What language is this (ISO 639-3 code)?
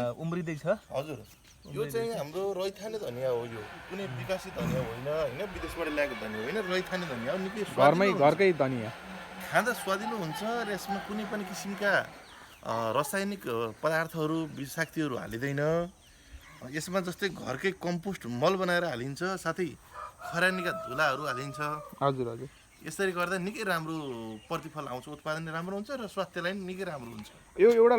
nep